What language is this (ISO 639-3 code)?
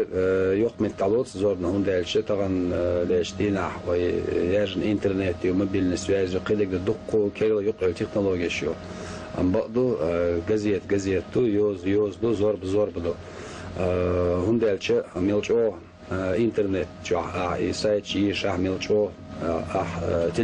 che